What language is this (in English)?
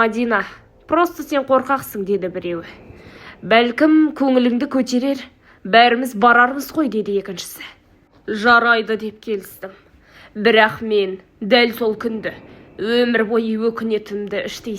Kazakh